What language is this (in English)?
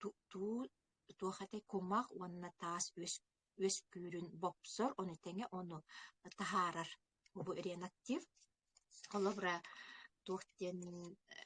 Yakut